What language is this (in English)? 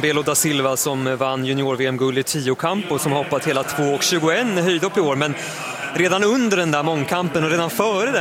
Swedish